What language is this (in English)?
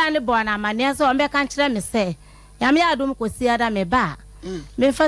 Akan